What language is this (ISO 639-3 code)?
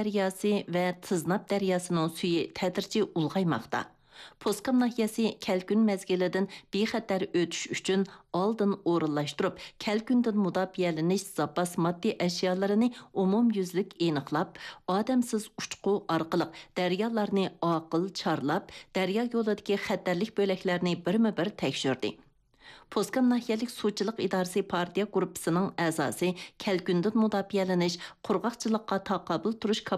uig